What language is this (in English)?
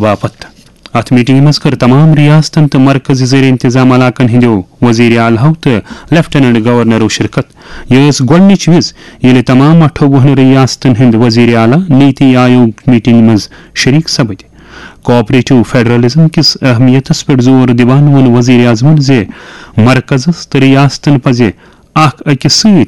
Kashmiri